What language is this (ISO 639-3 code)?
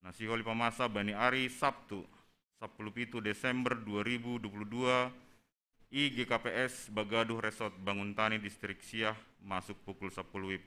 bts